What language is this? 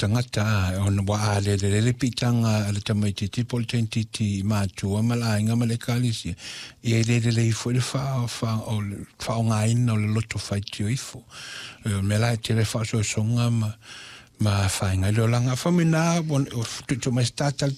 Samoan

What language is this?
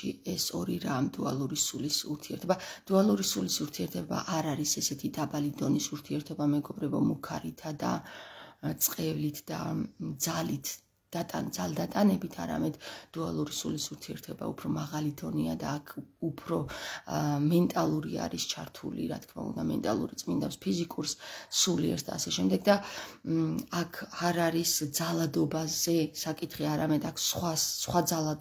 Georgian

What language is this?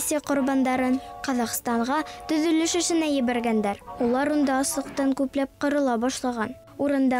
Bashkir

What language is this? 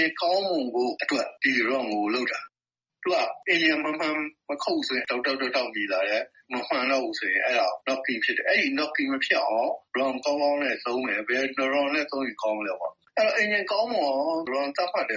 Burmese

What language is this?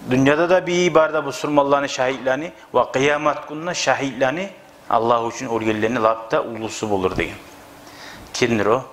Kumyk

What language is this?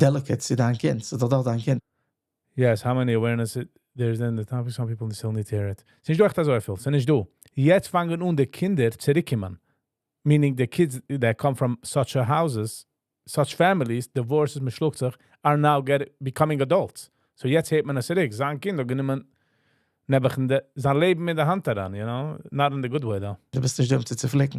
Yiddish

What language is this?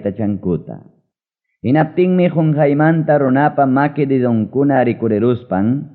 Ayacucho Quechua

